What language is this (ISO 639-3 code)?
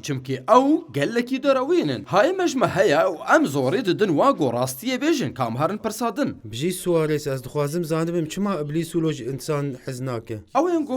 kur